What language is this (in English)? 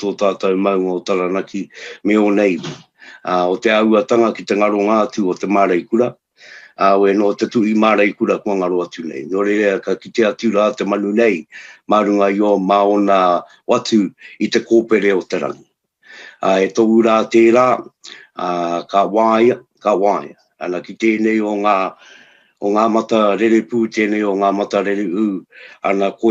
Māori